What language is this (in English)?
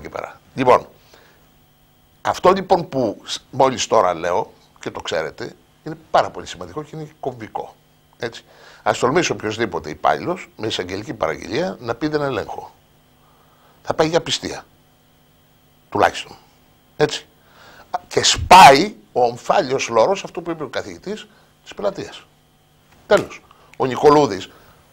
Greek